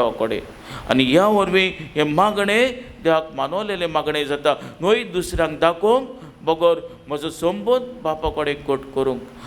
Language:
Konkani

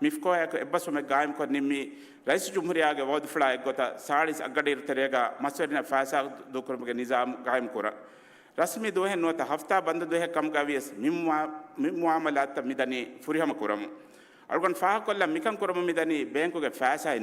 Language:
Divehi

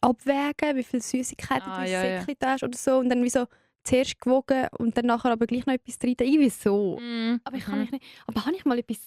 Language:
Swiss German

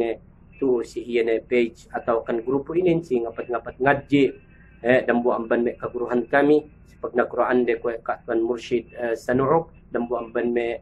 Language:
Yakan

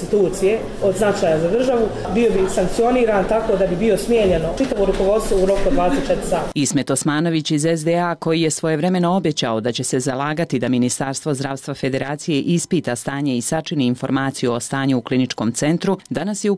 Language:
Bosnian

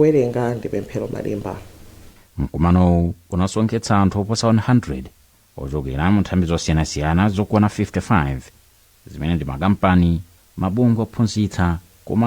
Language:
Nyanja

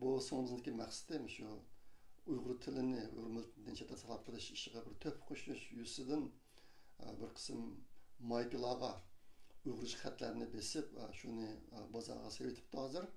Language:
Uyghur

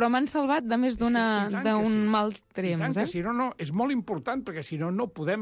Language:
Catalan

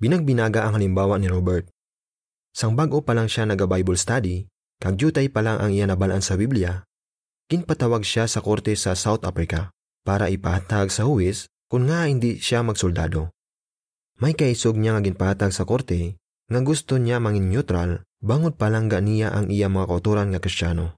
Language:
Hiligaynon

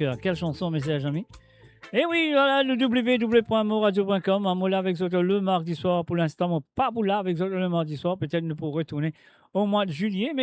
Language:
Morisyen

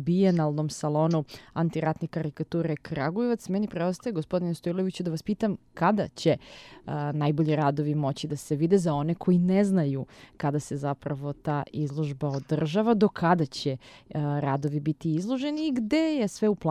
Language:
Serbian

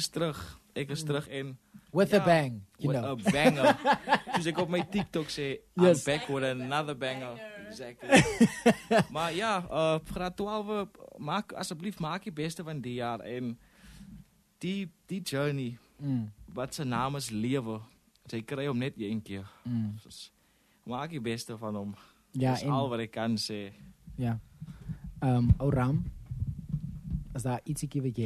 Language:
Afrikaans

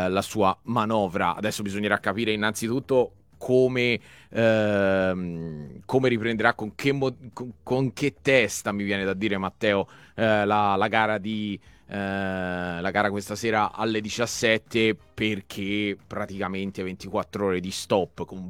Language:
Italian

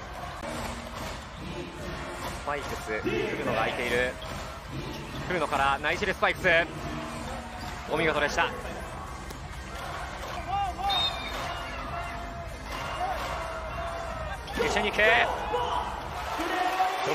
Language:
Japanese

